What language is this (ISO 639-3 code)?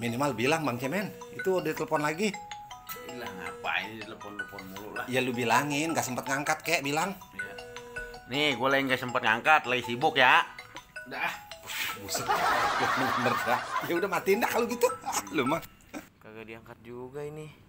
bew